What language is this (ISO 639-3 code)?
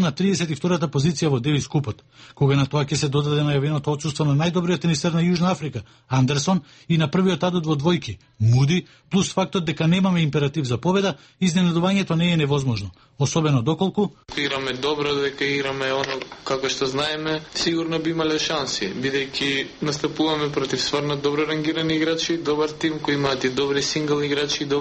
mkd